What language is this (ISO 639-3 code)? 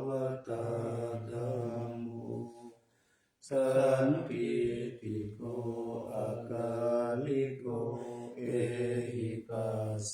pli